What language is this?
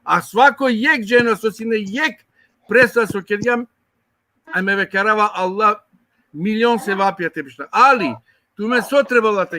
Balkan Romani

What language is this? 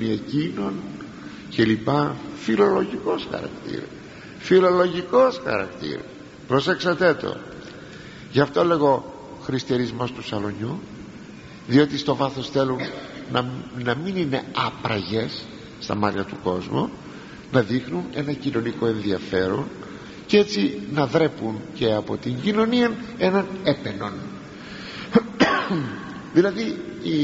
Greek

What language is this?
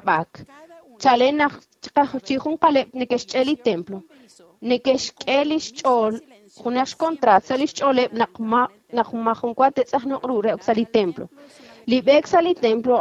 Kekchí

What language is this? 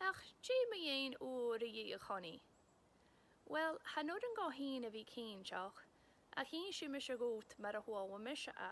Scottish Gaelic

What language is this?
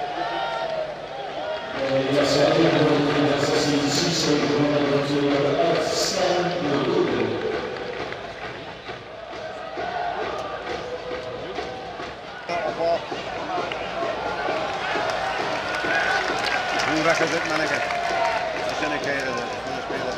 Dutch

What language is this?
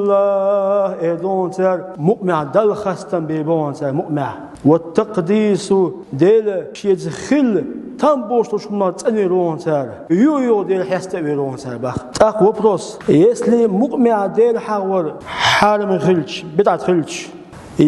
Chechen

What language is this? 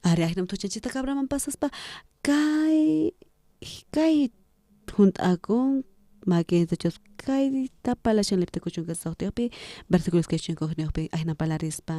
South Bolivian Quechua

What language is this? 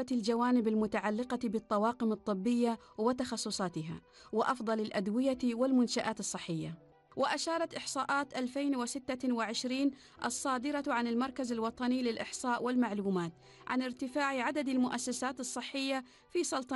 Arabic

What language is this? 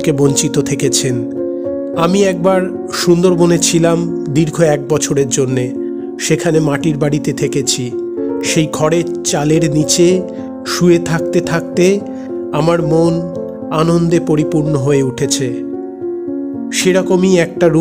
Bangla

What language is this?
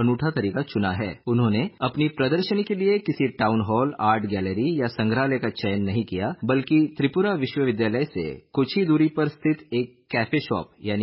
Hindi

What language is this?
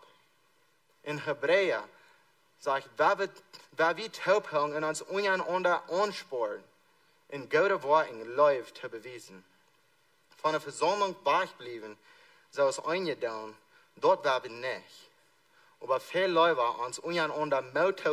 Plautdietsch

